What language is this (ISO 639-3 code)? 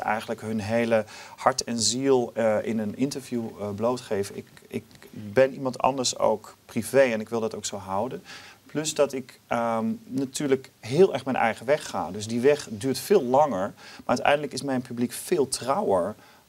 nld